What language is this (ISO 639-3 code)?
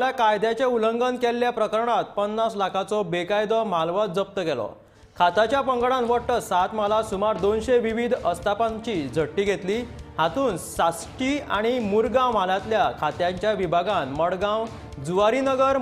kok